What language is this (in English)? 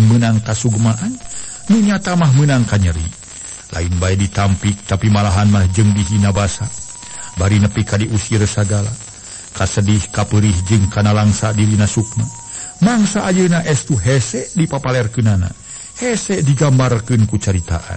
Sundanese